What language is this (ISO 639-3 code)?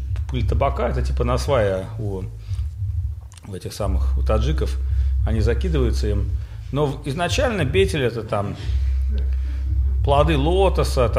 rus